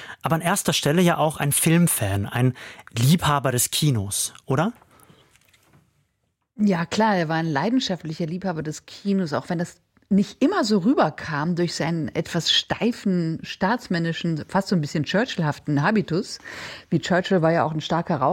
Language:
German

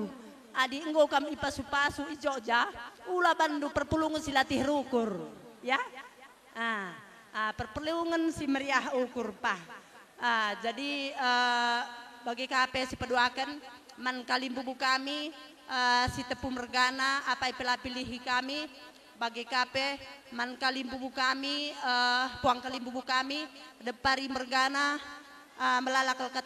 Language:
Batak Karo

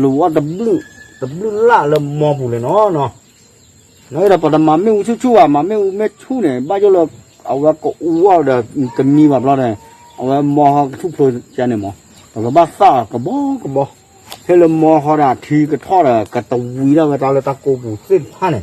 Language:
S'gaw Karen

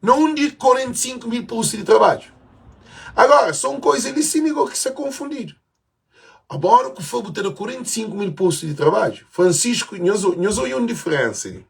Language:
Kabuverdianu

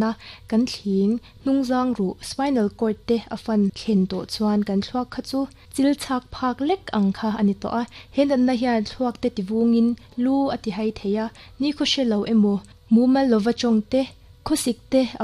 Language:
Mizo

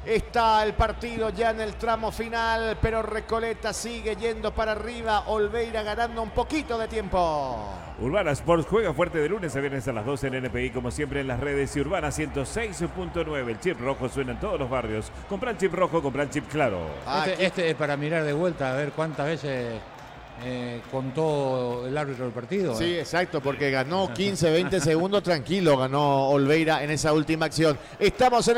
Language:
Spanish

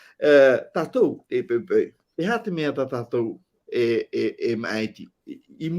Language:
Tahitian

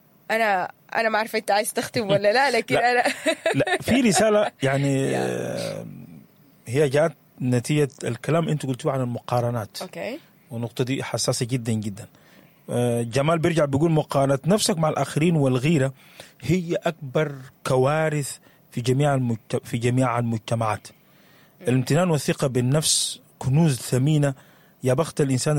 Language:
Sudanese Arabic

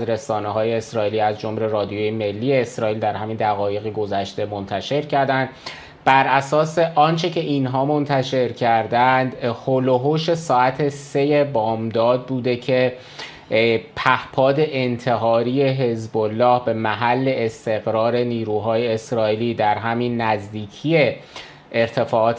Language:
Persian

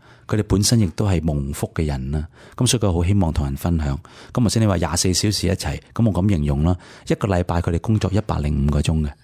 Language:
Cantonese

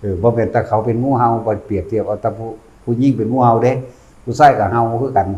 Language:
Northeastern Thai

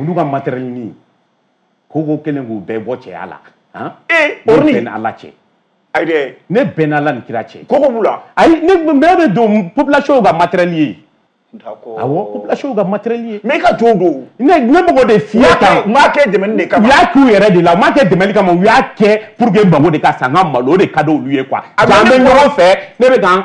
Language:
Bambara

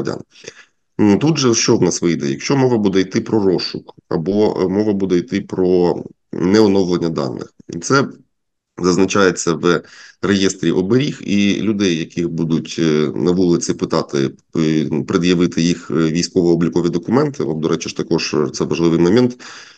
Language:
Ukrainian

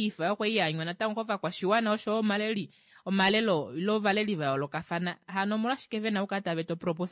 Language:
Kuanyama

